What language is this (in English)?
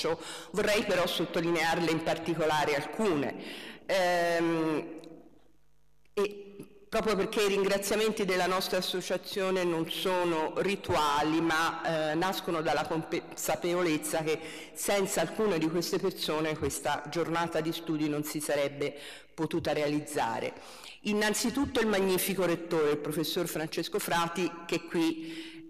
Italian